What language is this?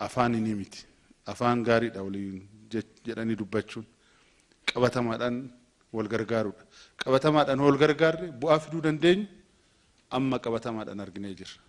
Oromo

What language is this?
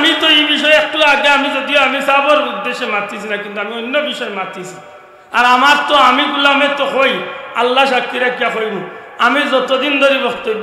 Sylheti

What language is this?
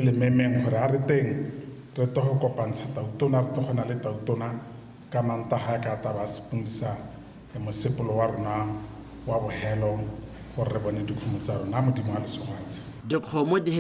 Tswana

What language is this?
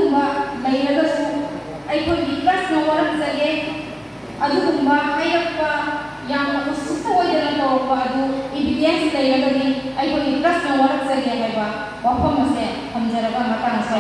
Manipuri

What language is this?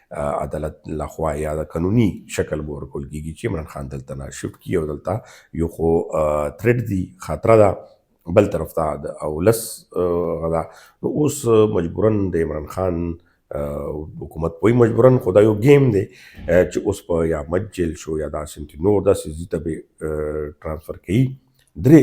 Pashto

